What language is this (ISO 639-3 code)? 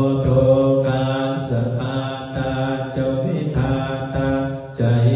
pli